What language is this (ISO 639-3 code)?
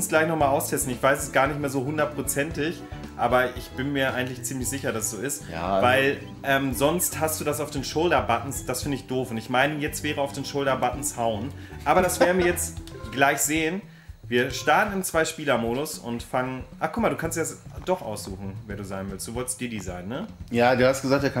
deu